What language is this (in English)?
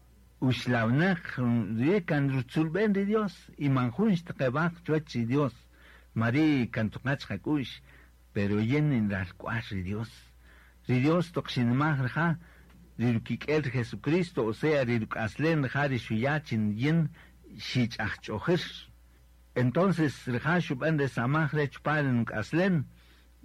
Kaqchikel